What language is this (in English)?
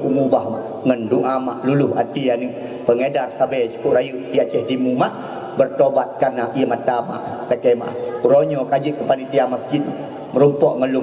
Achinese